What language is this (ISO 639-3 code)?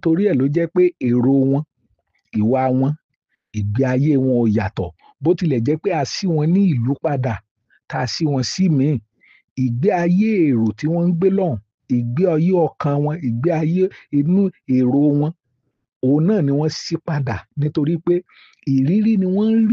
yor